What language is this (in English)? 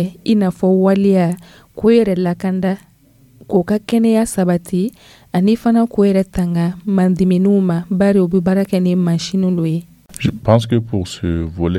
Dyula